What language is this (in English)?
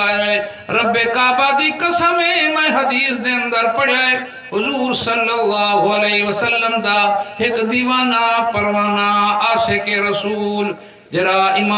Saraiki